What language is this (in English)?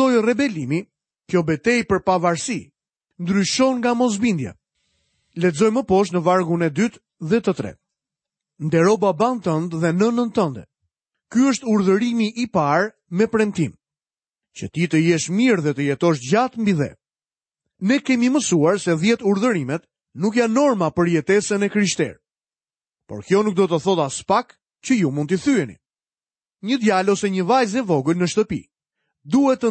Albanian